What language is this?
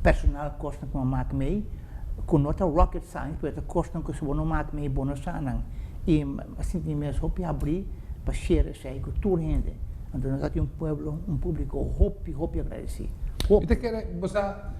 Papiamento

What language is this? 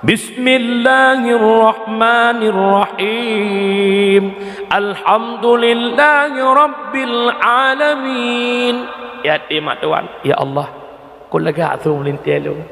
Achinese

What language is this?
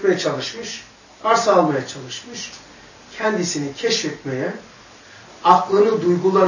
Turkish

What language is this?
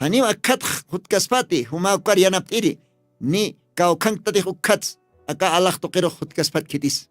Aymara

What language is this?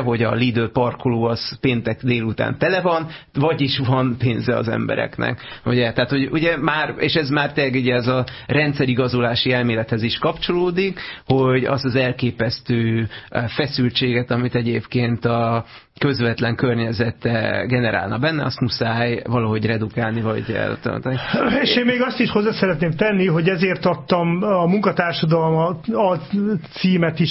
Hungarian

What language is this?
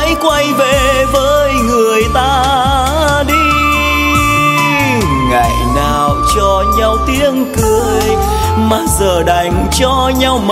Vietnamese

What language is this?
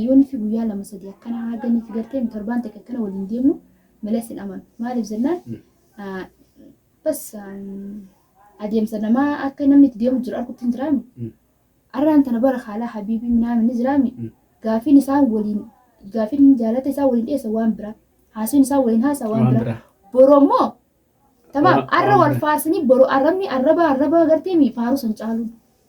Oromo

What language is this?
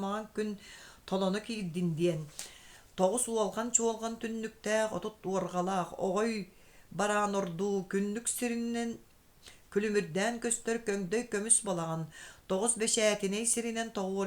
Yakut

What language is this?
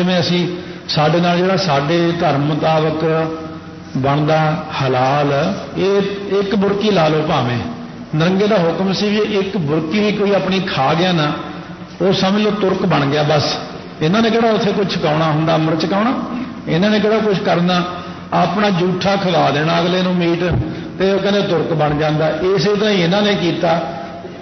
Punjabi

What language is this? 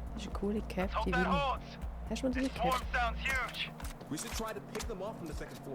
Swiss German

